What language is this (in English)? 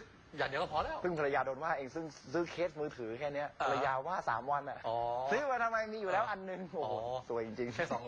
Thai